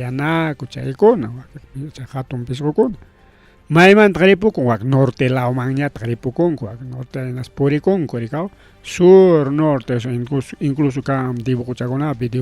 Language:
Ayacucho Quechua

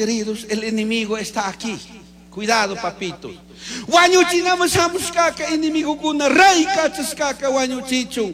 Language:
Chimborazo Highland Quichua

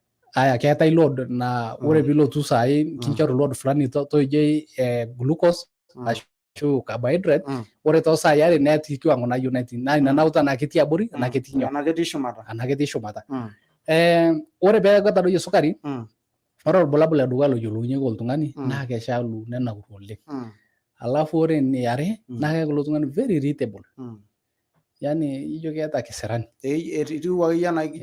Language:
Masai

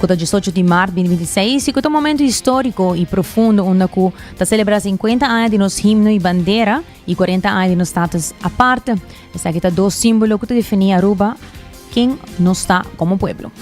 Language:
Papiamento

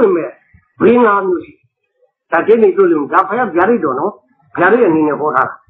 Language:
Burmese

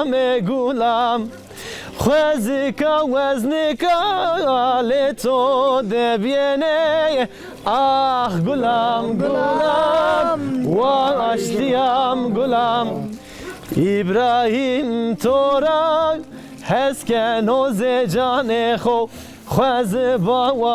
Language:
Zaza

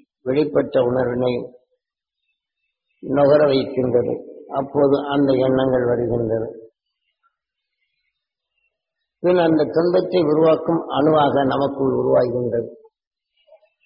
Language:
Tamil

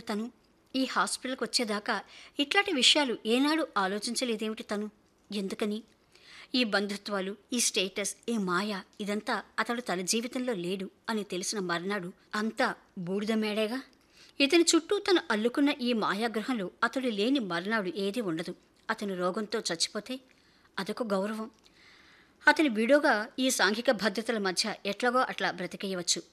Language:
Telugu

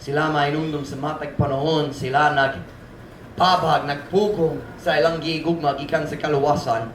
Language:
Cebuano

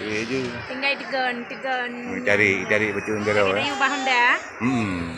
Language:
Achinese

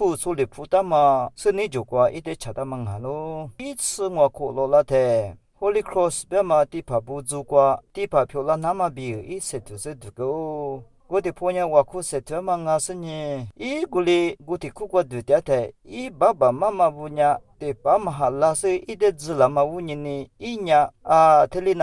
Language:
Lisu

